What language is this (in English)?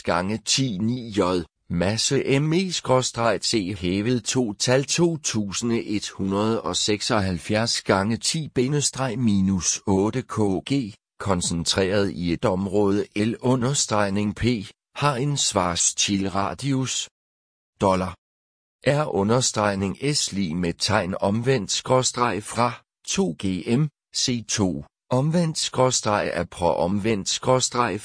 Danish